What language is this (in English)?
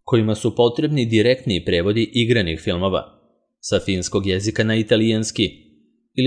Serbian